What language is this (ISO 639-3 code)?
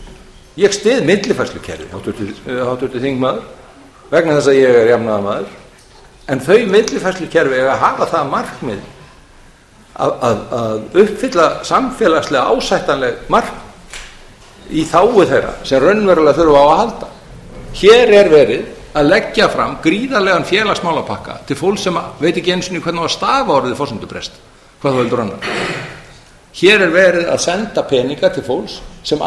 isl